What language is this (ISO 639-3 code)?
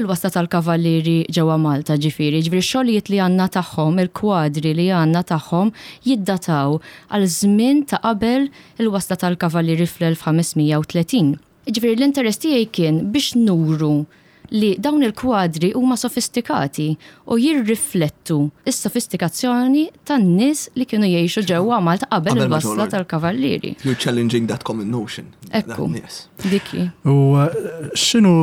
mlt